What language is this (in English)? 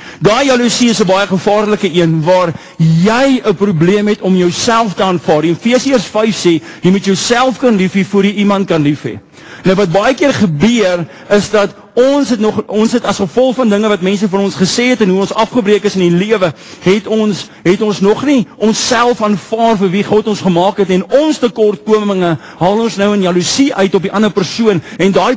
Afrikaans